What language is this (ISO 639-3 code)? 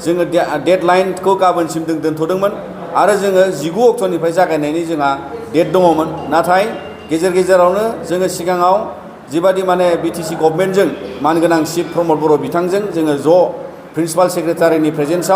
brx